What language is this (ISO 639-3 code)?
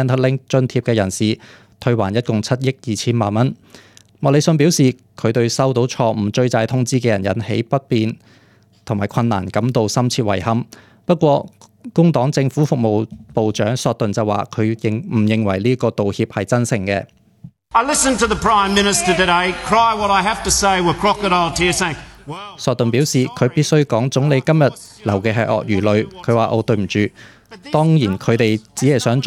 yue